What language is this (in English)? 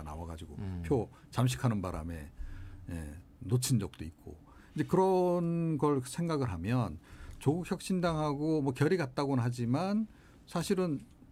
Korean